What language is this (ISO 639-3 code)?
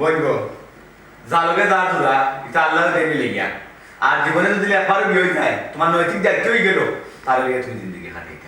syl